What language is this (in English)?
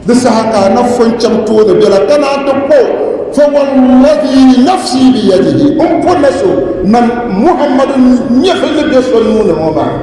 Dagbani